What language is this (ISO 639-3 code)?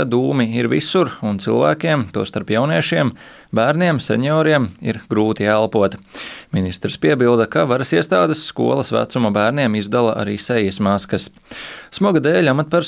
lav